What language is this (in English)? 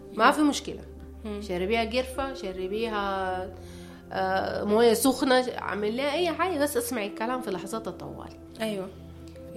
Sudanese Arabic